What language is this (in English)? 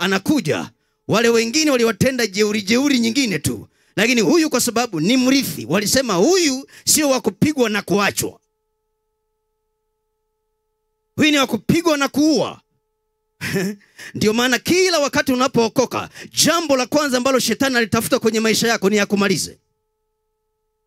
Swahili